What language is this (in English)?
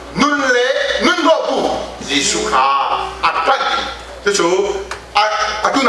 Hakha Chin